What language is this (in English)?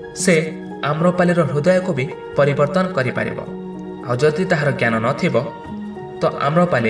Odia